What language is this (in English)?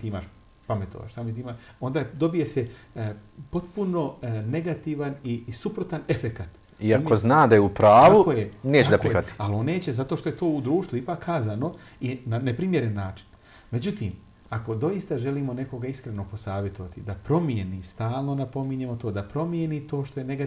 Bosnian